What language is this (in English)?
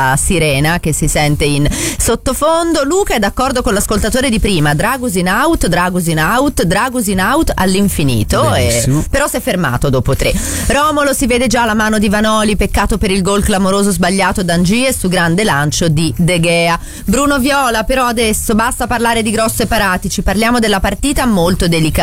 Italian